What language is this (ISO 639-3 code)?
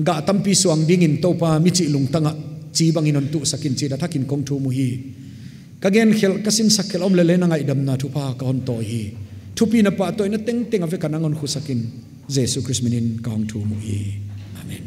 pck